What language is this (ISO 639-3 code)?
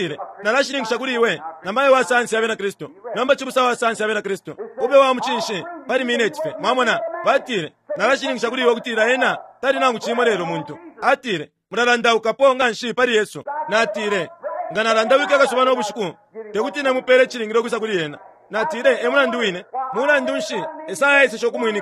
bem